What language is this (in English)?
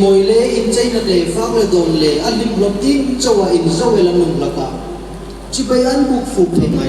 Hmar